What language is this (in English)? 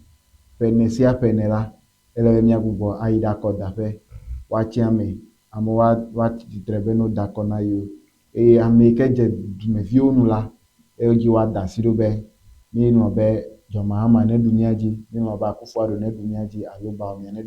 Ewe